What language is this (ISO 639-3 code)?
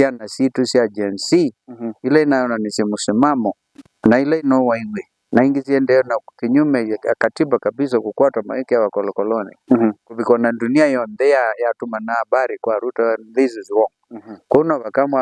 kam